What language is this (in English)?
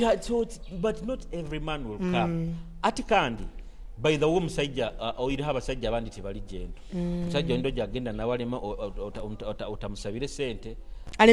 Nyoro